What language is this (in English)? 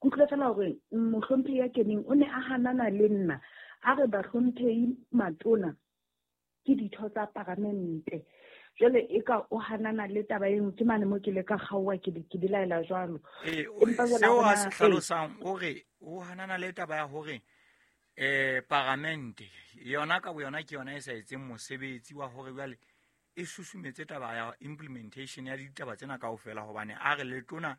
Southern Sotho